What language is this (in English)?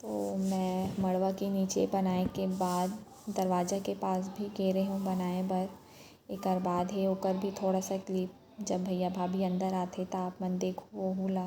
Chhattisgarhi